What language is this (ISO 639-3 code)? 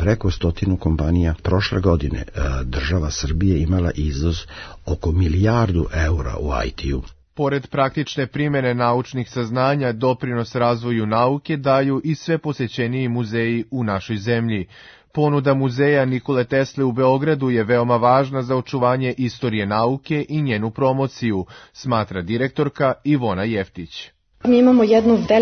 srp